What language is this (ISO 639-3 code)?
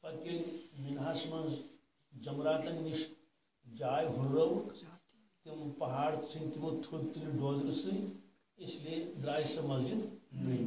kas